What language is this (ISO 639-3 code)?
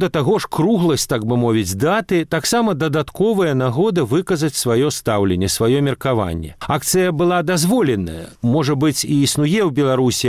bel